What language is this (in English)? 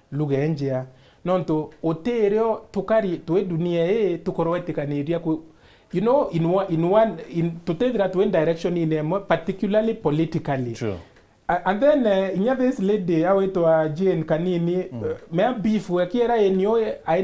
Meru